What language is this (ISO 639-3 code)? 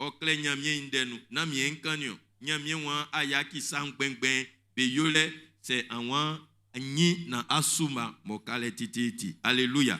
bci